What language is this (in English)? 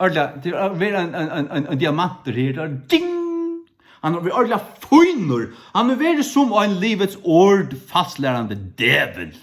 Faroese